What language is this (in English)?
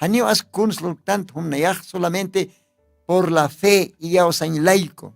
Aymara